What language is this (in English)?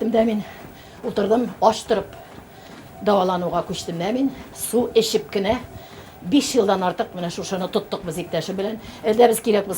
Tatar